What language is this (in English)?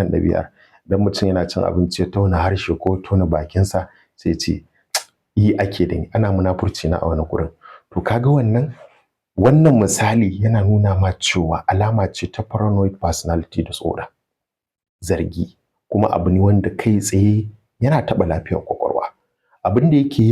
Hausa